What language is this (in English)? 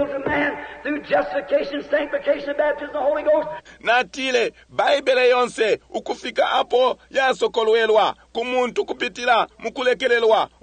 Bemba